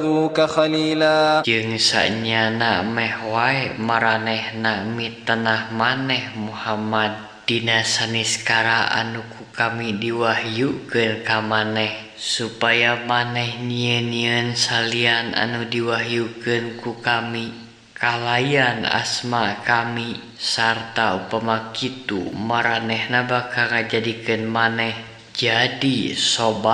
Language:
Sundanese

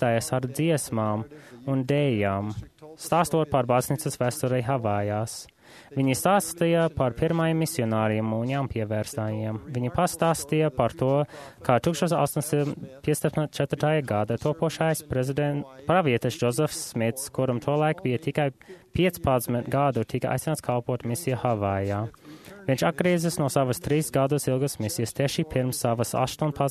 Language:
Latvian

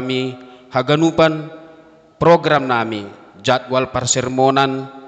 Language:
Batak Simalungun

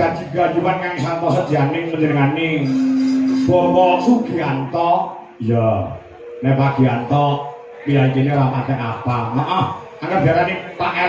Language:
Javanese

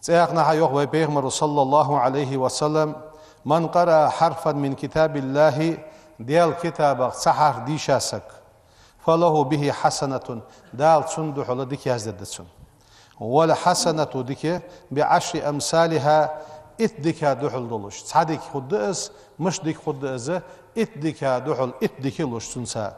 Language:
Ingush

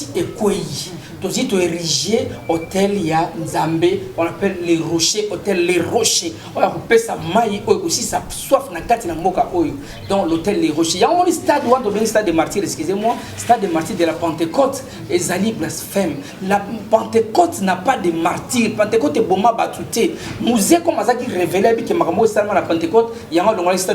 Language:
Lingala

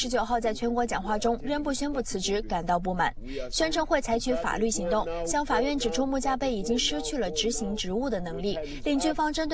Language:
Chinese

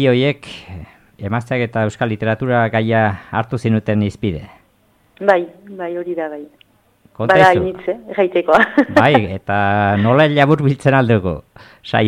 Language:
Basque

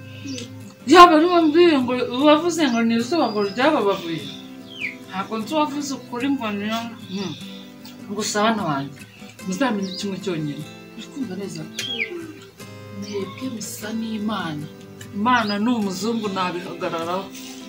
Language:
Kinyarwanda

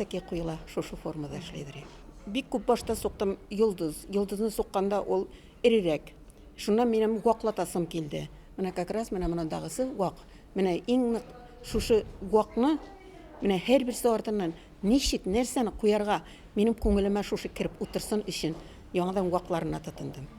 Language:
Bashkir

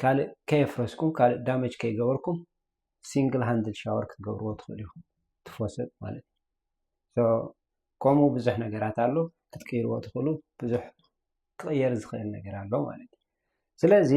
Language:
Tigrinya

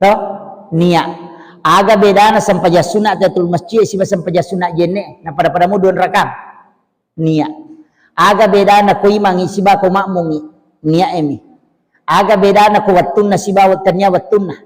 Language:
Buginese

